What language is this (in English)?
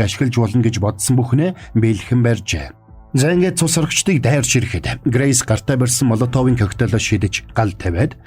Mongolian